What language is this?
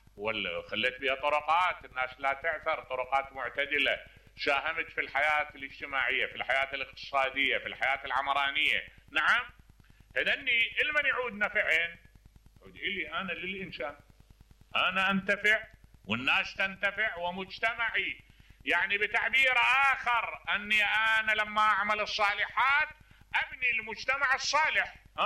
Mesopotamian Arabic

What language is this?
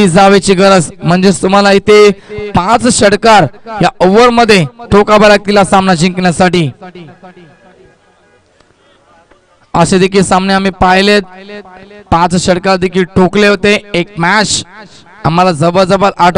Marathi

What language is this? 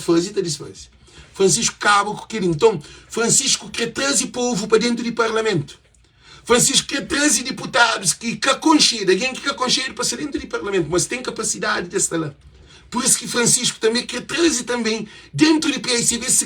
Kabuverdianu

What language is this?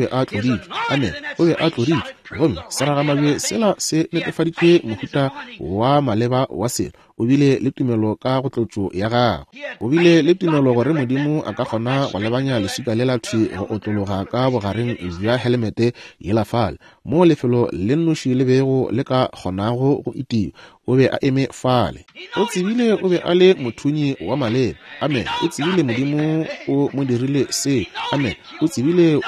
Northern Sotho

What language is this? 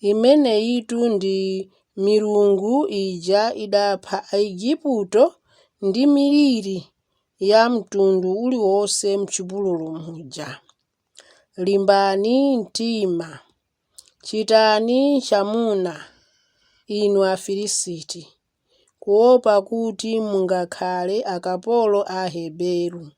Nyanja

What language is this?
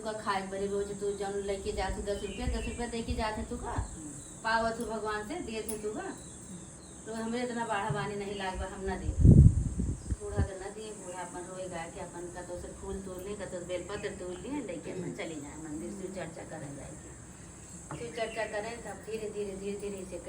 Awadhi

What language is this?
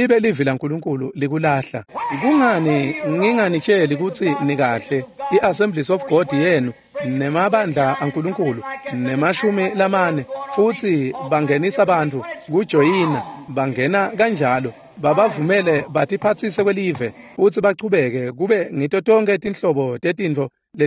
Swati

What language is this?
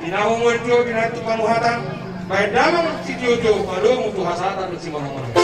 Batak Toba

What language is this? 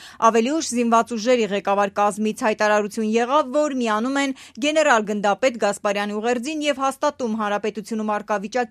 Armenian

